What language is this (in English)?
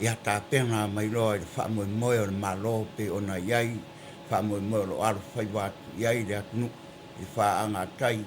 Samoan